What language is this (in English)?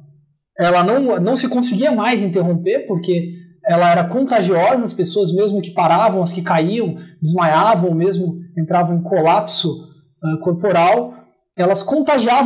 Portuguese